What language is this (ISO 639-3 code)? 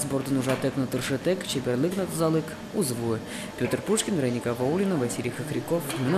udm